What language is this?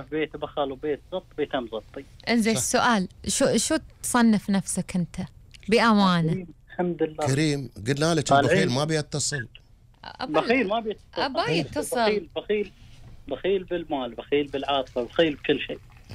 Gulf Arabic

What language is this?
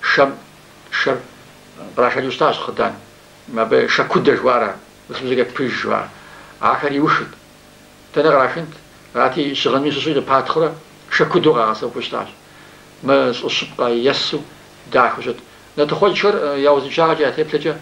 Kabardian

